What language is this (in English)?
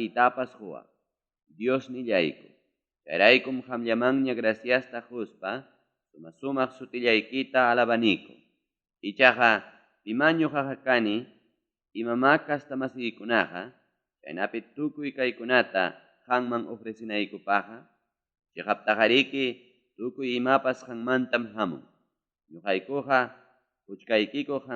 Ayacucho Quechua